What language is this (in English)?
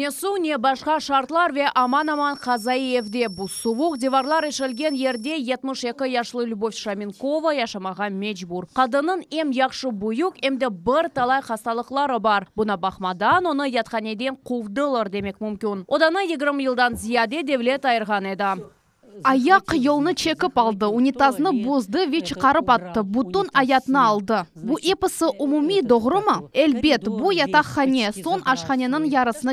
Crimean Tatar